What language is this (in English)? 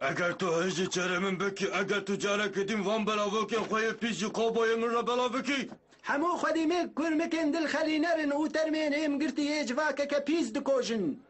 Kurdish